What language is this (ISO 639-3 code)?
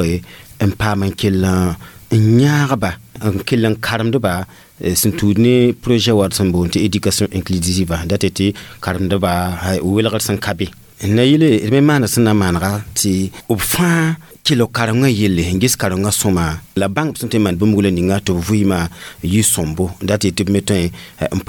mos